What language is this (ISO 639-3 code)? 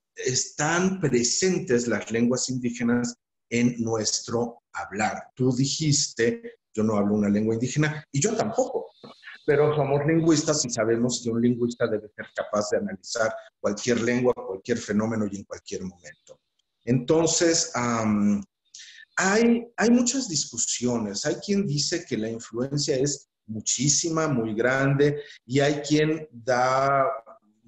spa